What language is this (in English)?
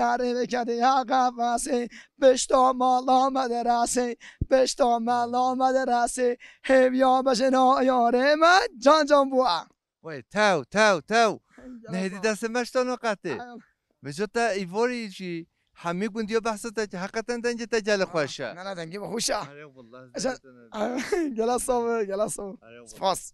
Kurdish